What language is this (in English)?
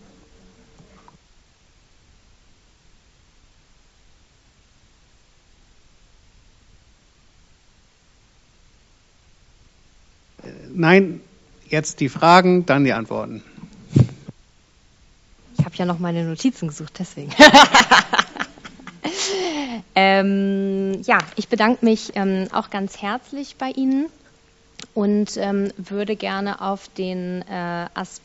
German